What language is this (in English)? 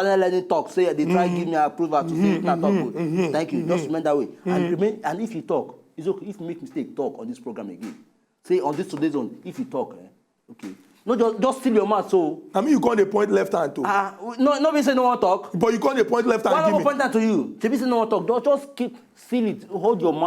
Nigerian Pidgin